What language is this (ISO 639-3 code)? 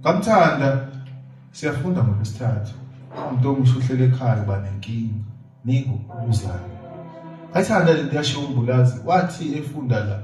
zul